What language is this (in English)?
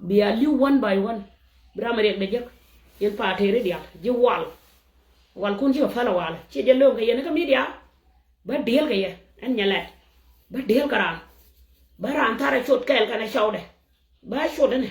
Nuer